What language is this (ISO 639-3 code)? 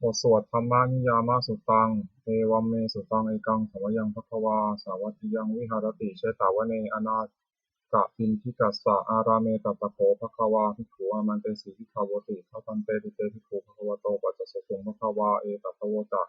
pli